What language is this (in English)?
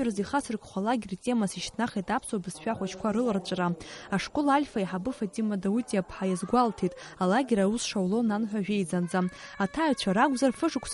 Abkhazian